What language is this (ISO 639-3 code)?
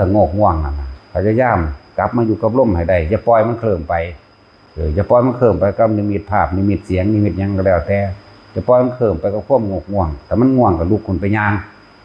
lao